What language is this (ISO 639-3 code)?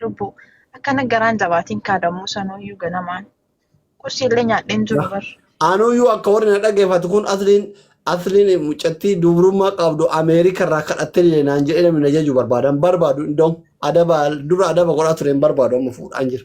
orm